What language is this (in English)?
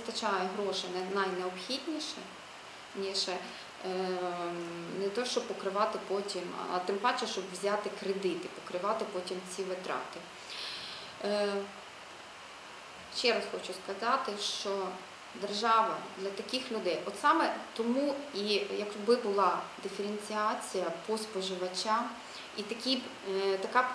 Ukrainian